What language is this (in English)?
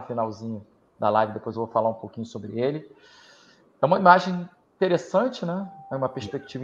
Portuguese